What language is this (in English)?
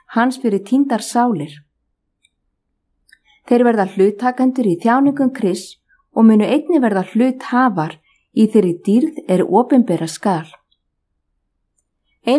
Icelandic